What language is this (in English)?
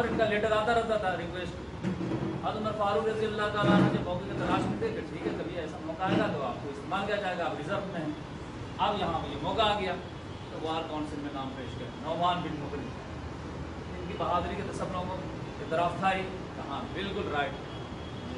Urdu